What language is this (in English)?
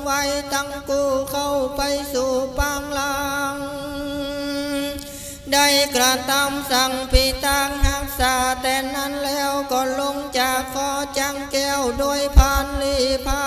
Thai